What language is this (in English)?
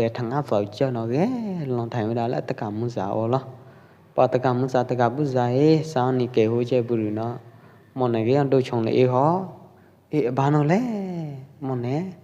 Pwo Eastern Karen